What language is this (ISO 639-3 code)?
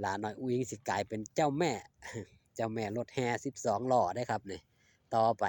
tts